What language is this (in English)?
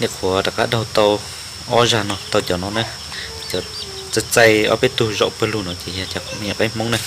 Hmong